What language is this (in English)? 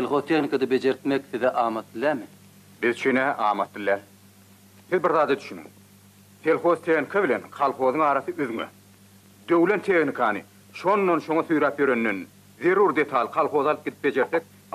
Turkmen